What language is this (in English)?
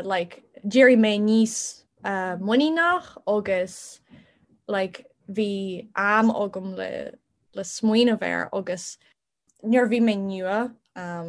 Irish